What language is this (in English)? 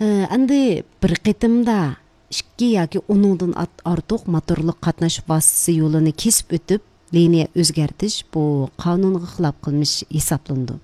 Uyghur